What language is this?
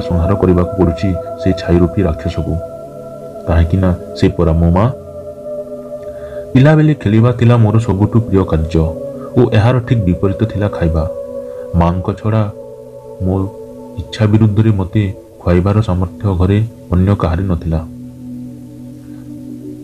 Odia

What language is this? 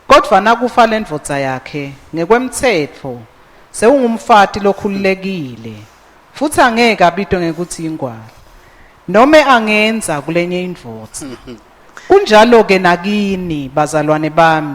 Swati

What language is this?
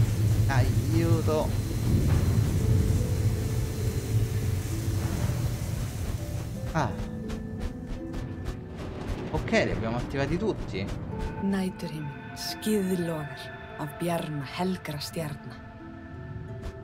Italian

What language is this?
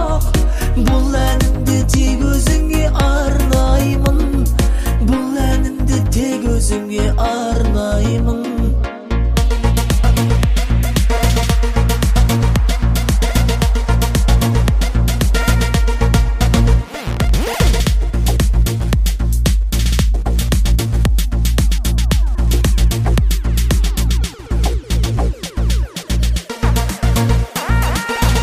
Kazakh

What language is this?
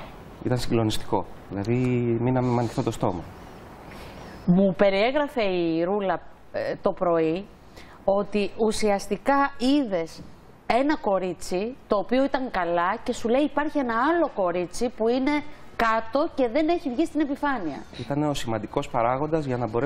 Greek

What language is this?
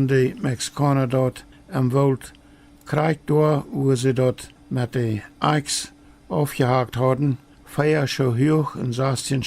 Plautdietsch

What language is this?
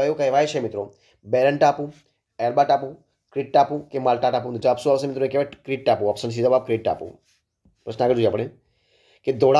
Gujarati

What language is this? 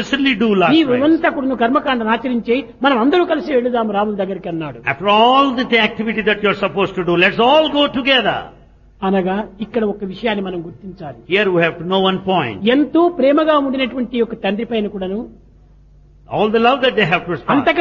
Telugu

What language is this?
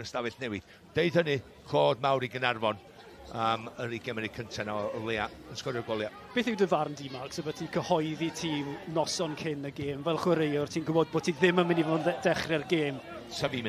Welsh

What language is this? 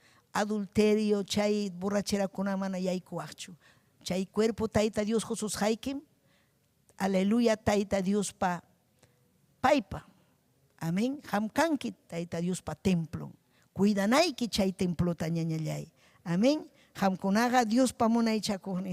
Ayacucho Quechua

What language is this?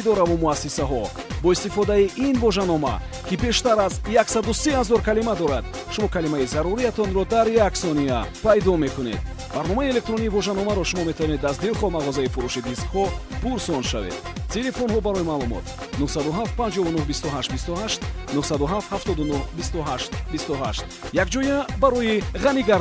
Tajik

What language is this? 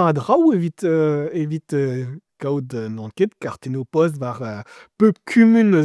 Breton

